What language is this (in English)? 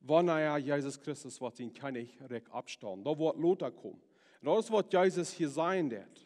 Plautdietsch